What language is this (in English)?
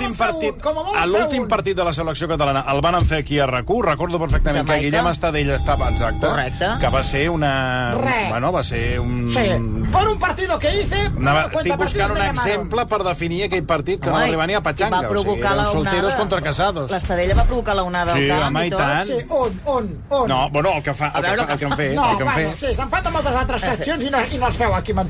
Catalan